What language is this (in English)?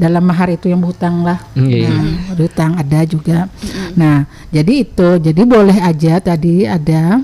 Banjar